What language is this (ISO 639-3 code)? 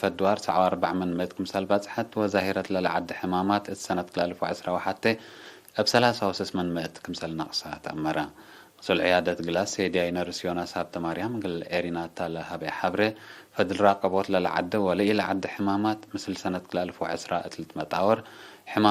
tig